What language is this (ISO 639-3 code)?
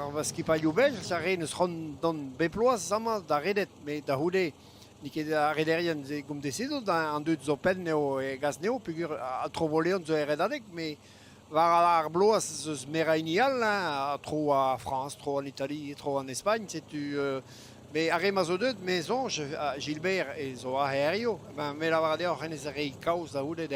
bre